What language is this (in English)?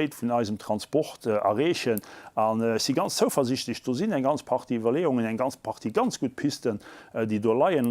Luxembourgish